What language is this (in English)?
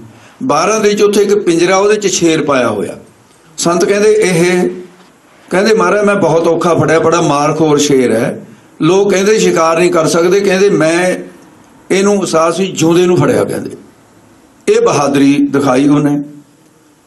Punjabi